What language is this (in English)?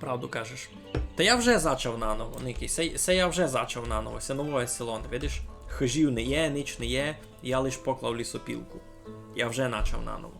Rusyn